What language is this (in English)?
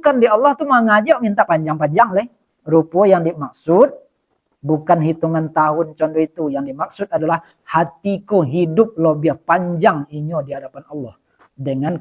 Minangkabau